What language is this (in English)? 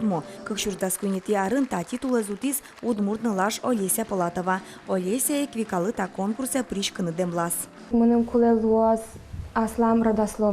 Udmurt